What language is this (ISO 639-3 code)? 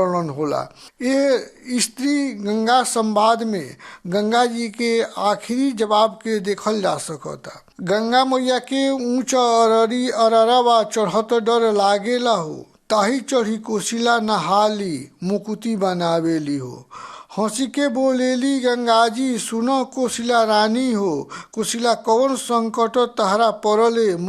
bho